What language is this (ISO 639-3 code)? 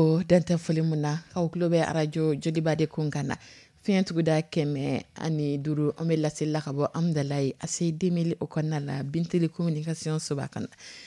dyu